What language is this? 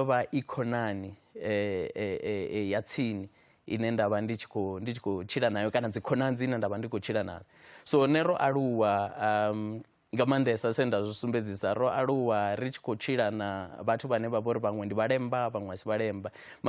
Venda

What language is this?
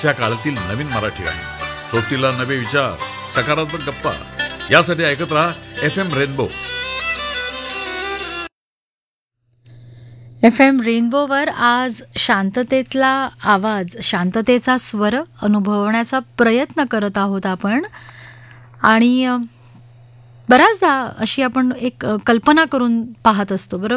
Marathi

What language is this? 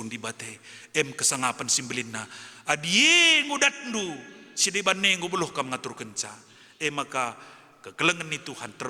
Batak Karo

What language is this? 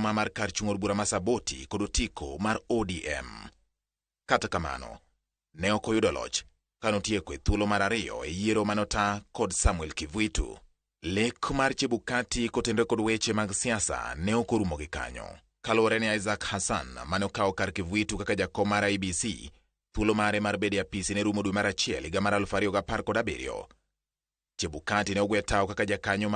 Luo (Kenya and Tanzania)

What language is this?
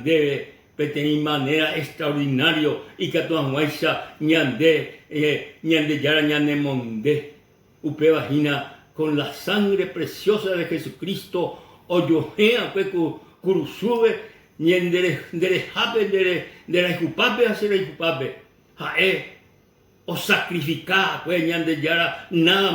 Guarani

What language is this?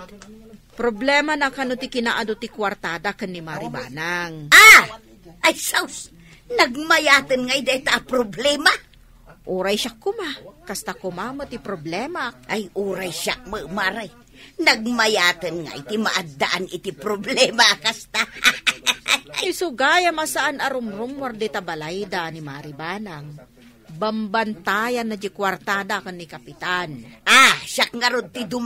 Iloko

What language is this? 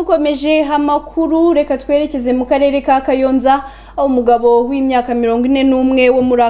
Kinyarwanda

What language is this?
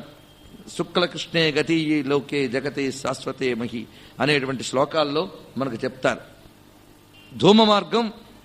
Telugu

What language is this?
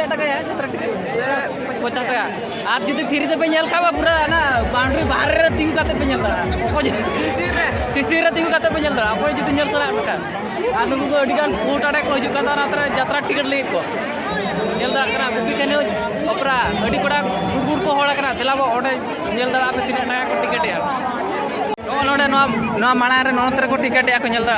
Santali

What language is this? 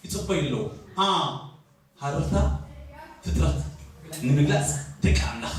Tigrinya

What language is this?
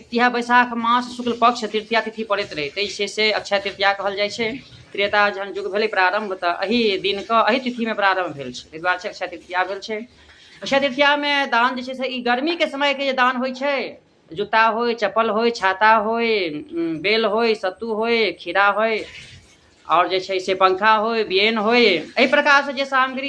Maithili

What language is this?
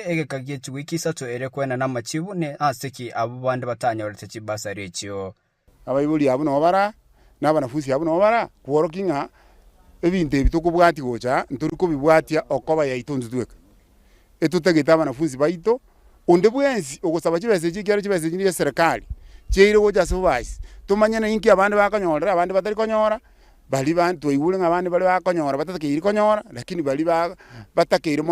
Gusii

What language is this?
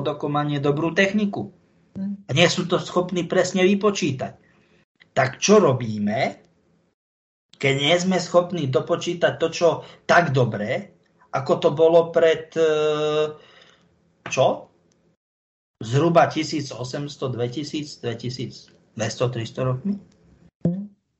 Slovak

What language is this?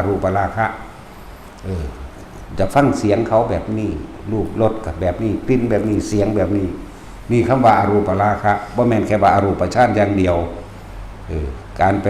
Northeastern Thai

